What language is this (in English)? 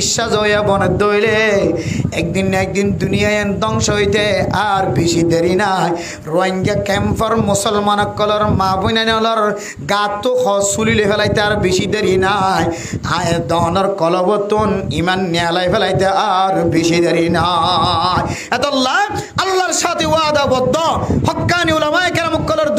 Rohingya